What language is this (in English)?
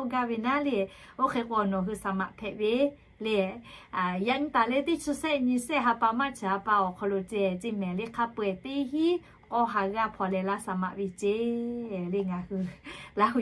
Lahu